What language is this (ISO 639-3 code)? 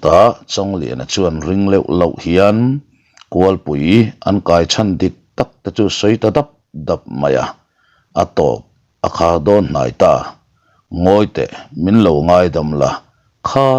lus